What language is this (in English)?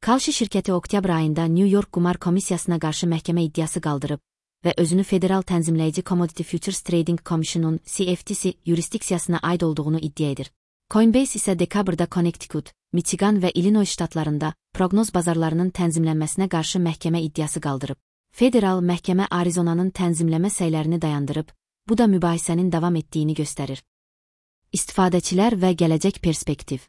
Azerbaijani